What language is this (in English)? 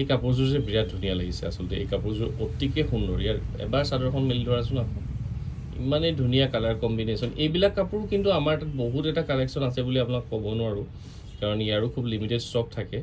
Assamese